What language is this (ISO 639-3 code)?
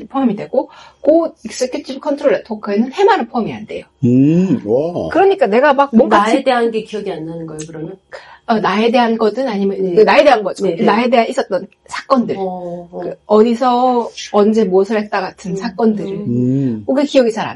kor